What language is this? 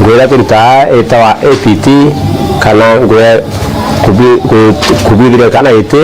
Meru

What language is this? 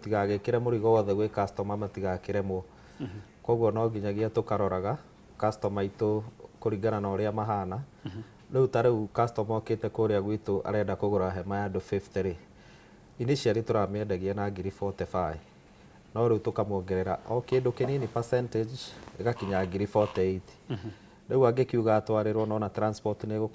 Kikuyu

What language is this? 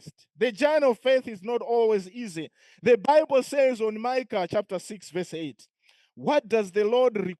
English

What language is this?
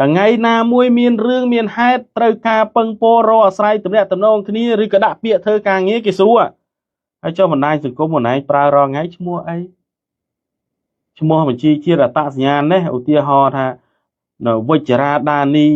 Khmer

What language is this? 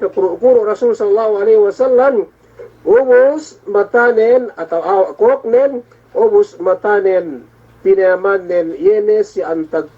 Yakan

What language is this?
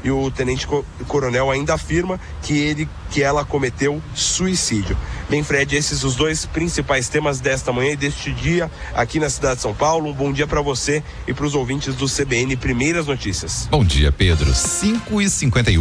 Portuguese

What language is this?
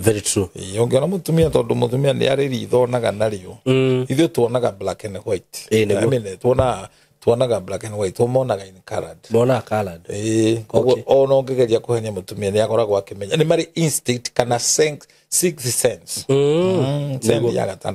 Kikuyu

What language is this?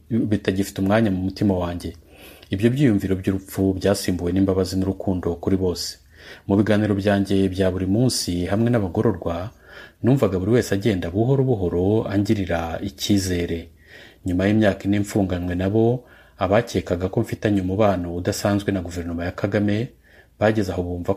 Kinyarwanda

